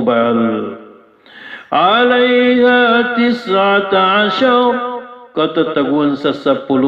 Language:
Maranao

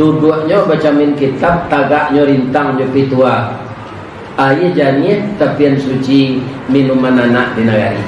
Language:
Minangkabau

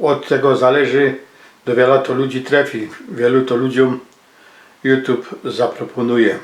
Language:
Silesian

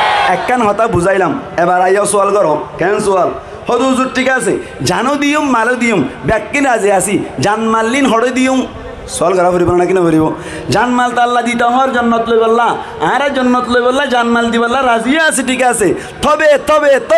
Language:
Rohingya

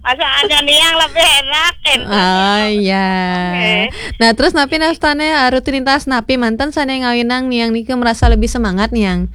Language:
Balinese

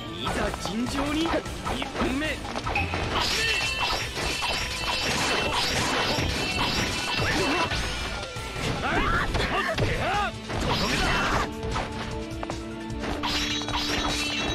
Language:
Japanese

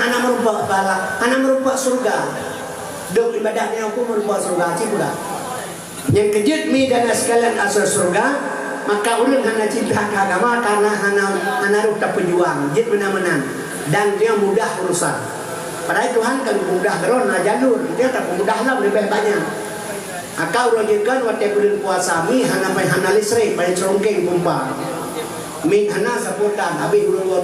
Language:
Achinese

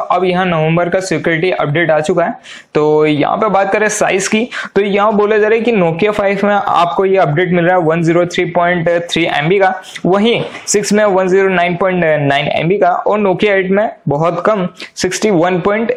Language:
Hindi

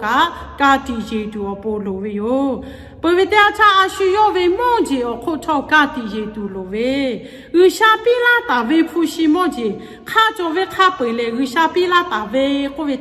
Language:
Lahu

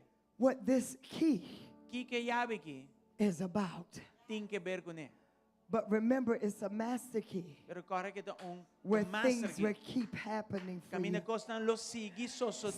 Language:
Papiamento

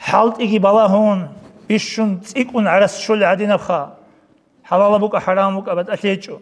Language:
Avaric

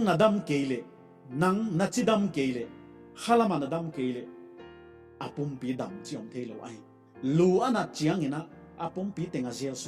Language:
Paite Chin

